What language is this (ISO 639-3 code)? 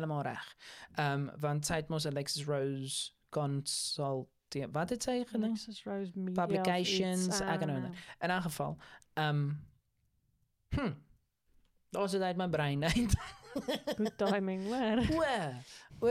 afr